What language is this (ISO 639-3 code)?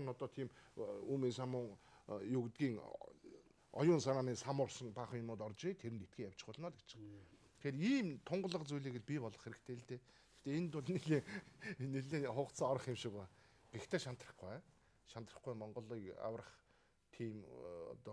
mon